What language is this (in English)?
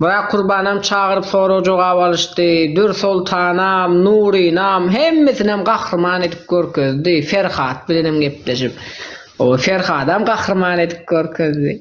Turkmen